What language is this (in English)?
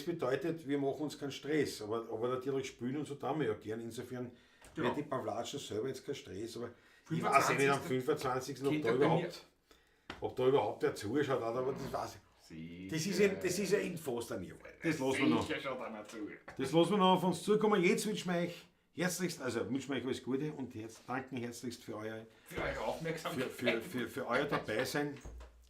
Bavarian